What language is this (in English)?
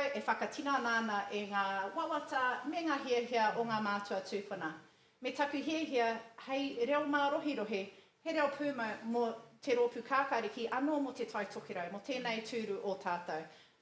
Māori